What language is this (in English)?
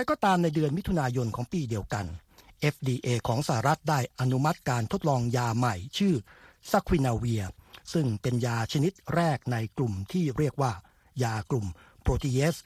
Thai